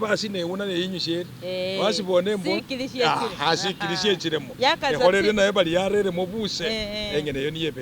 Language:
Masaaba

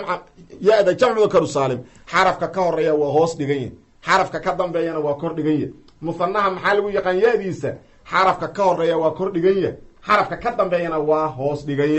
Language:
Somali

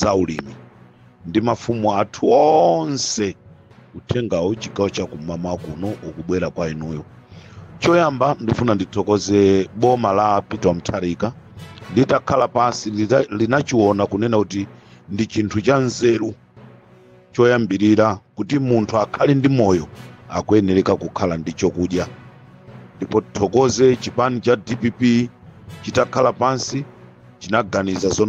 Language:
Nyanja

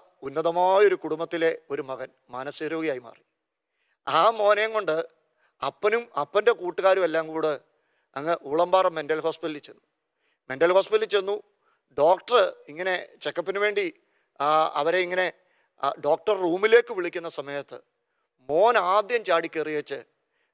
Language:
Malayalam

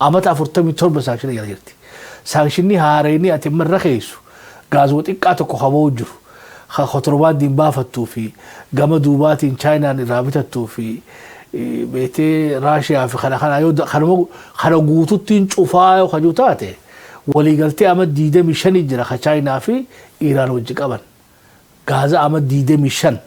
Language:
Oromo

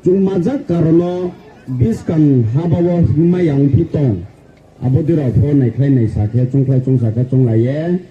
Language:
Riang (India)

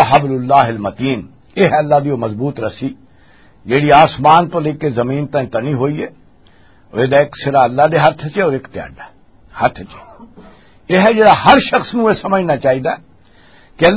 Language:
Western Panjabi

